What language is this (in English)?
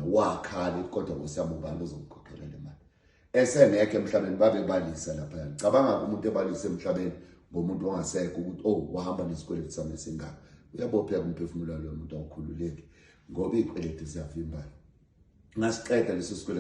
Zulu